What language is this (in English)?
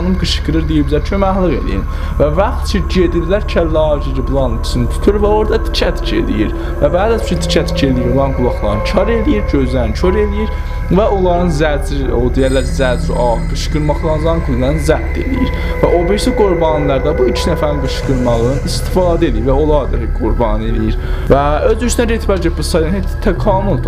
South Azerbaijani